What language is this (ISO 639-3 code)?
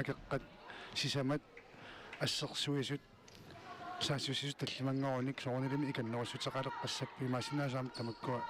kal